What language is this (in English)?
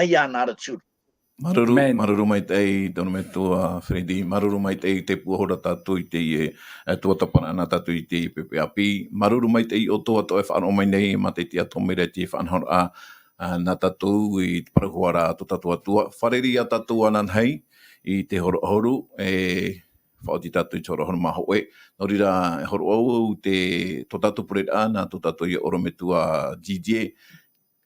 Tahitian